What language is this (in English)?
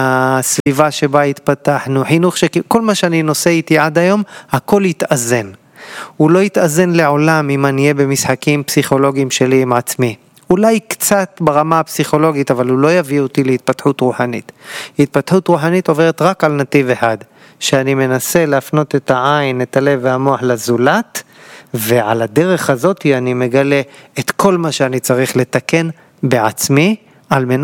Hebrew